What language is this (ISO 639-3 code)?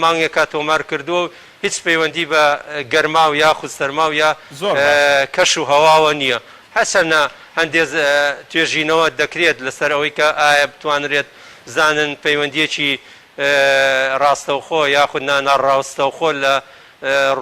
ckb